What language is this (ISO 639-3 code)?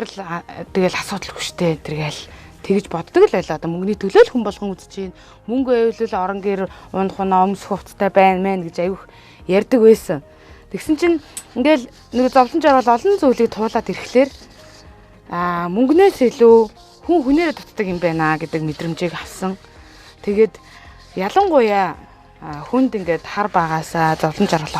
mon